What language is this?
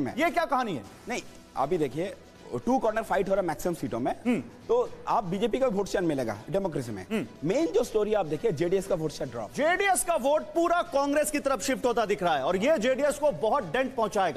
Hindi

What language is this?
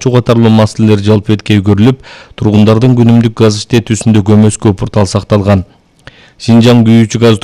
Kyrgyz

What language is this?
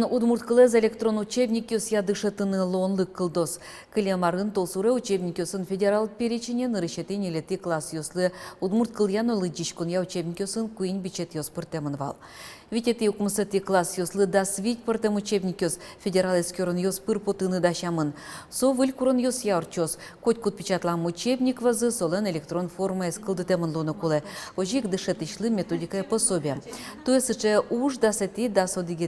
Udmurt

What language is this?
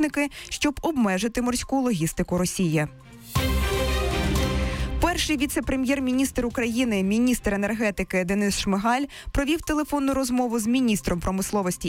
Ukrainian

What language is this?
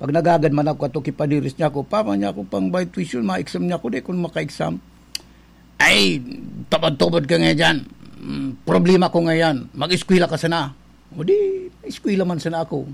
Bikol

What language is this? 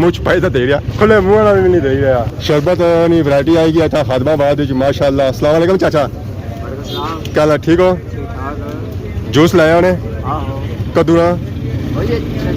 Pahari-Potwari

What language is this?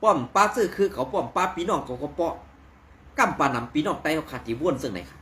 Shan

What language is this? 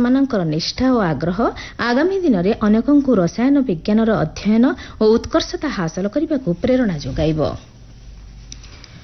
Odia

